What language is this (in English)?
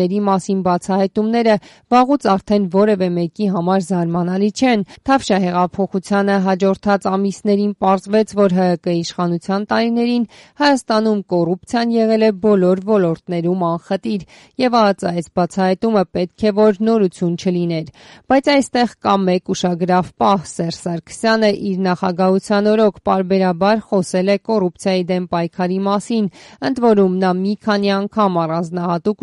Armenian